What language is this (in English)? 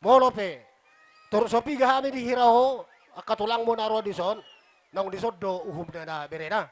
Batak Toba